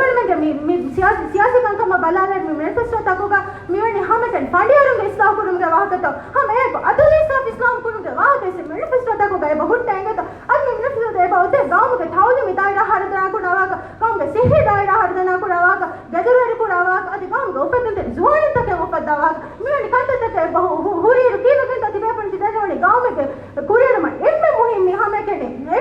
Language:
Divehi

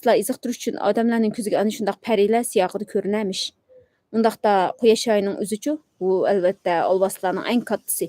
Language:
Uyghur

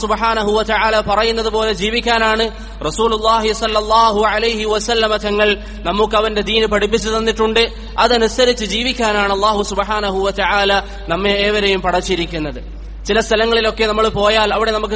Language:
Malayalam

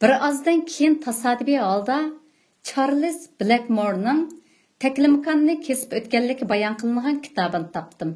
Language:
Uyghur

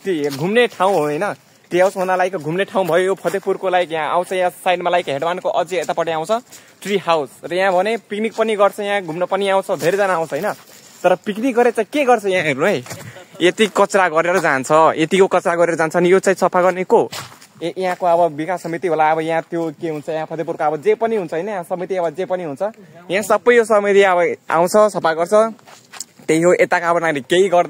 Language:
Nepali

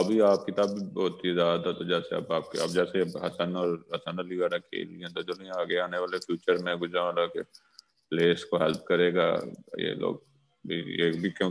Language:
Urdu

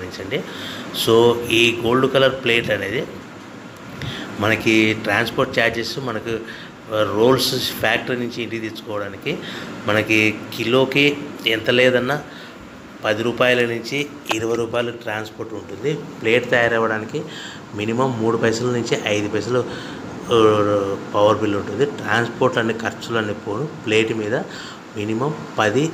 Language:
Telugu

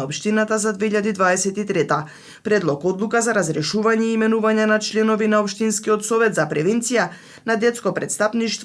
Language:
Macedonian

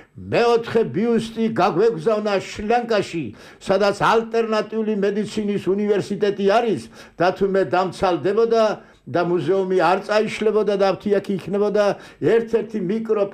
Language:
Georgian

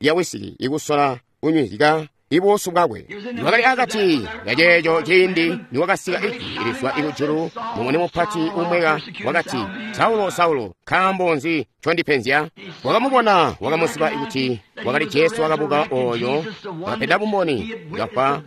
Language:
Tonga (Zambia)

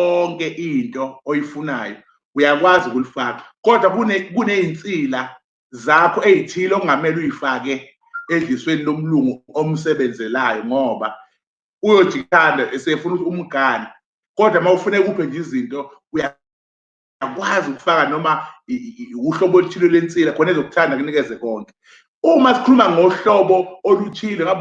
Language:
Zulu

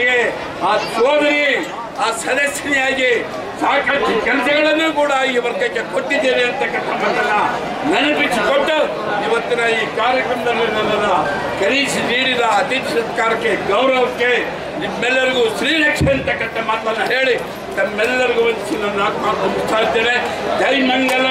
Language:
Kannada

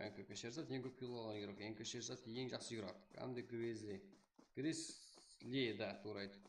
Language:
Kara-Kalpak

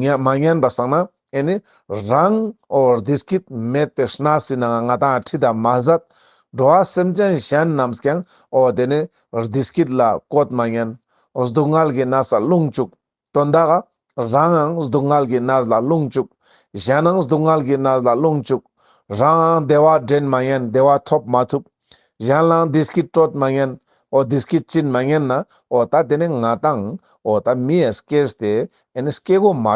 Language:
Ladakhi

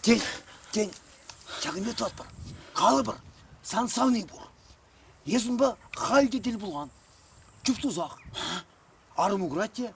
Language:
Chuvash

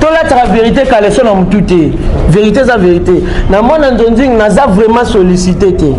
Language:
Lingala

